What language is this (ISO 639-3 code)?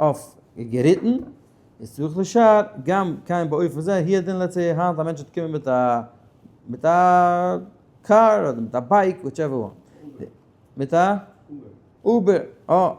yid